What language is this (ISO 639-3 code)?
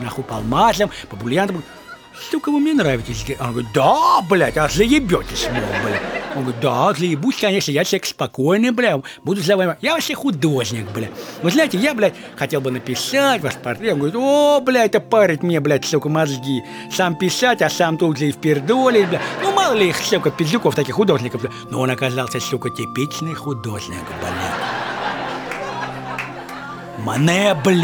rus